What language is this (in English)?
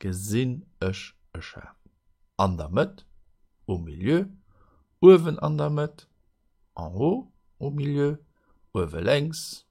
Luxembourgish